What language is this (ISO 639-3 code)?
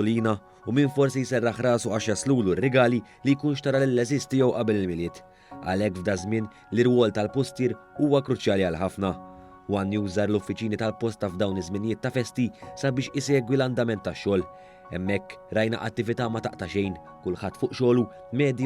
mlt